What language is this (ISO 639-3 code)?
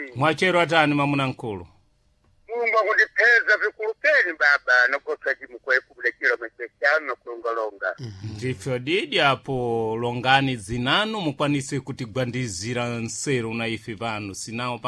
seh